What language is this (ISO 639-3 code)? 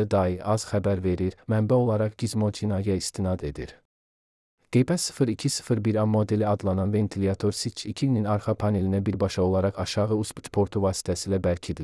aze